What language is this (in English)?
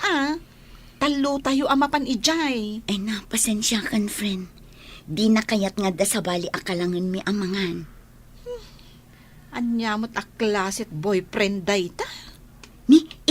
Iloko